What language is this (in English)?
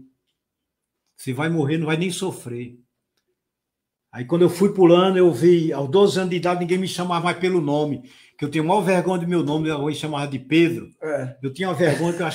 Portuguese